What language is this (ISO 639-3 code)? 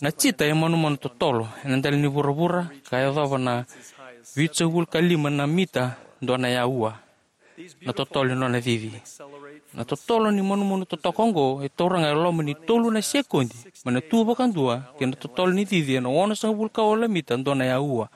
fij